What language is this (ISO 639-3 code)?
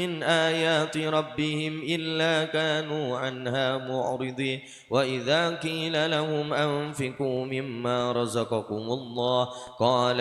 mad